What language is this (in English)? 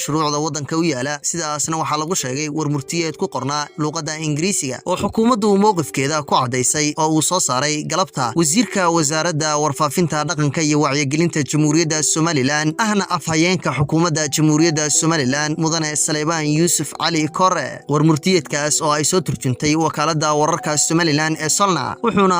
Somali